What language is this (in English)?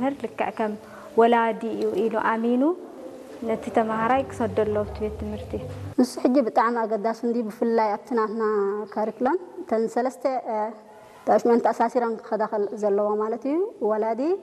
Tigrinya